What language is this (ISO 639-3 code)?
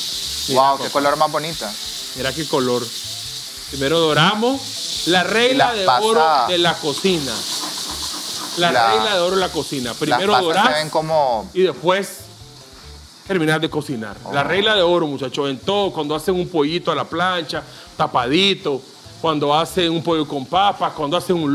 spa